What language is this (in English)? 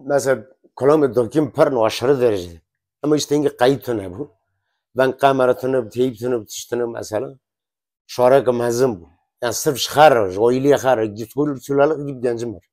Kurdish